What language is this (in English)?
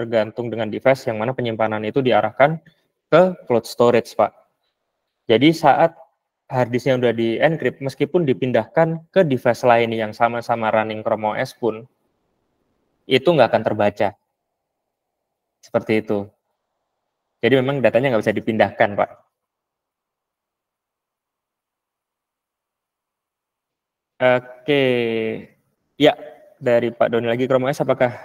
Indonesian